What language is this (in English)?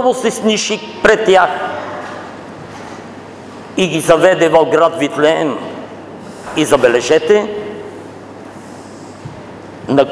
Bulgarian